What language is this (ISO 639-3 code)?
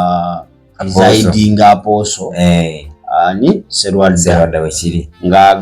lug